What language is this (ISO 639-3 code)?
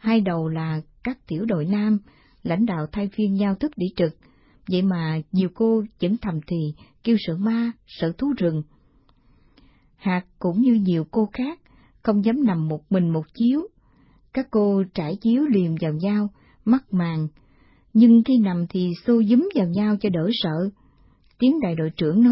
vie